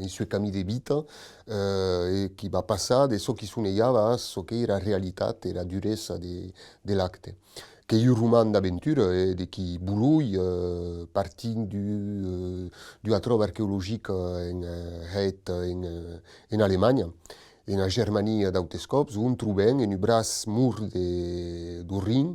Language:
Occitan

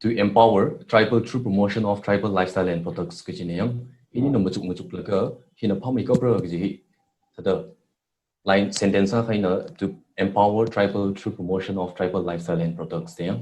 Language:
Tangkhul Naga (India)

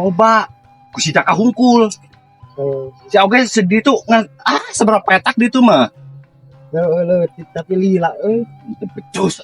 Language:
Sundanese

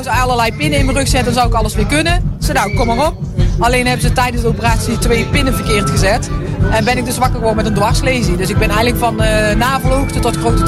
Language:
Dutch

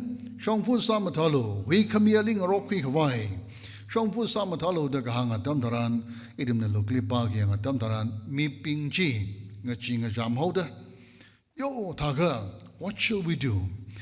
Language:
Tangkhul Naga (India)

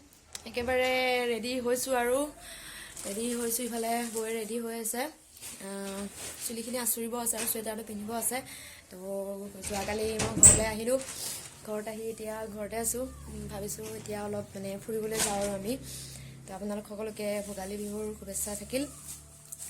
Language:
Assamese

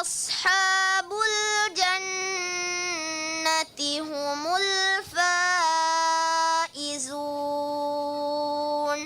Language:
Divehi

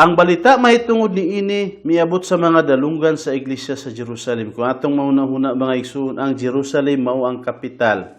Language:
Cebuano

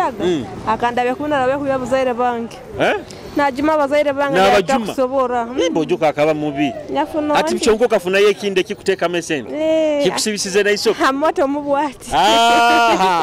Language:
Nyoro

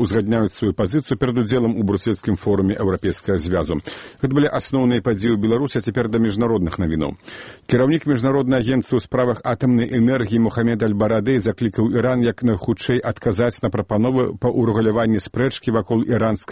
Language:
Belarusian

